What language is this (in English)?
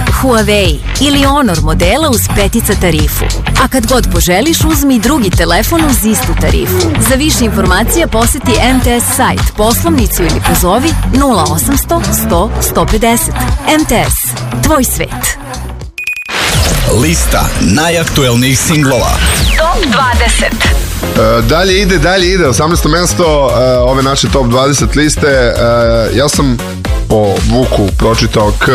Serbian